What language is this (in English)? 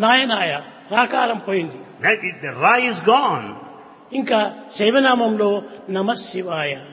Telugu